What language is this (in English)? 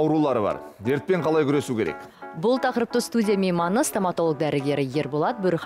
Kazakh